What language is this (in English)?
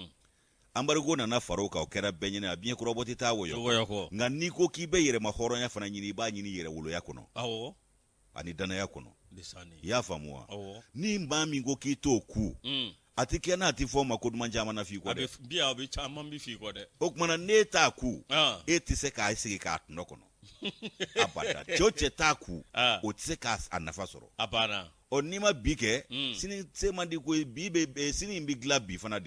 Bambara